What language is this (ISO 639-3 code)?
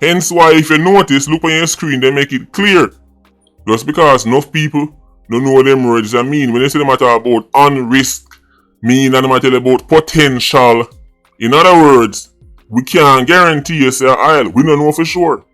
jam